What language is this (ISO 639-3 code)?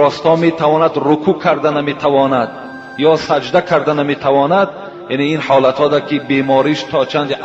tgk